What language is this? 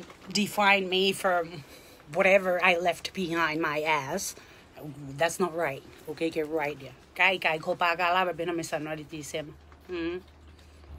Tongan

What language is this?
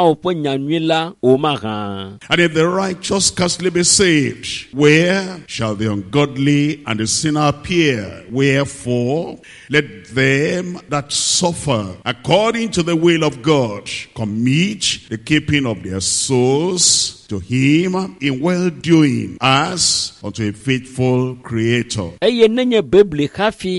Ewe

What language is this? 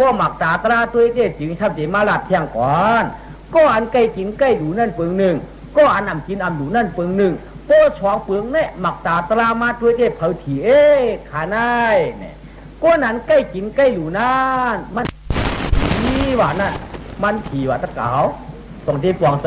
Shan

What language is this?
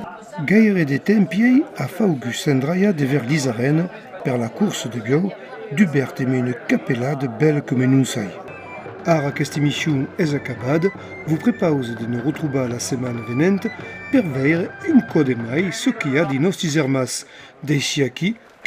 Occitan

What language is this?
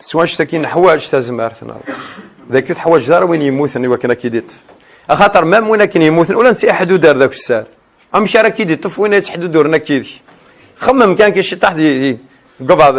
Kabyle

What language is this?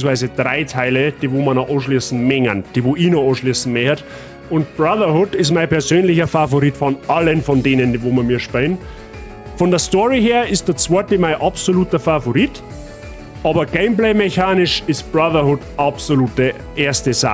Bavarian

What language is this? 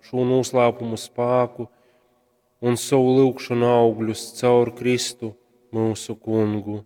Latgalian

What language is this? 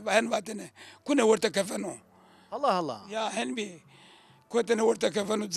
Zaza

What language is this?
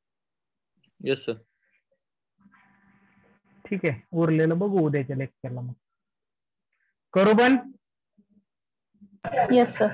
Marathi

